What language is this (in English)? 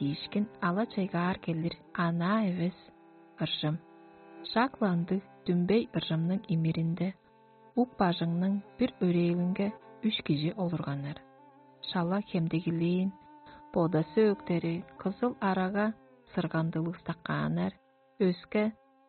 Tuvinian